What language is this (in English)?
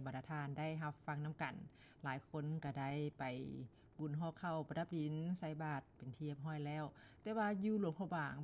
Lao